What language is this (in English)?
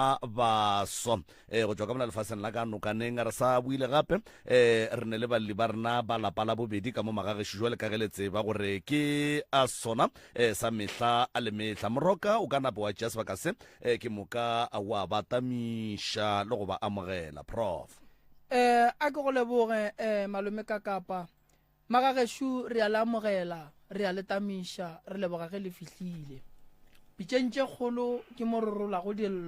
Northern Sotho